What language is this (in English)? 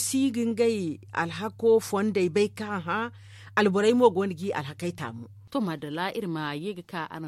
Zarma